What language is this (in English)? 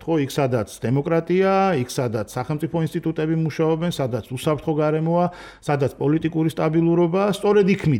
Georgian